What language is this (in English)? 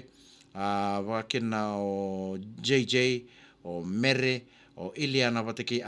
Fijian